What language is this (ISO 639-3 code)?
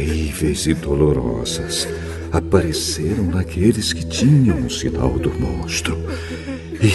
por